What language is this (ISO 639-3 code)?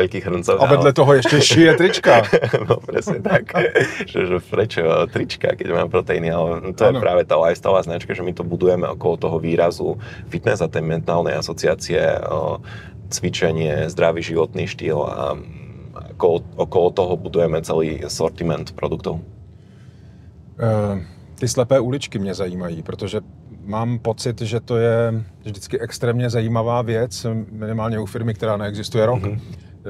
slk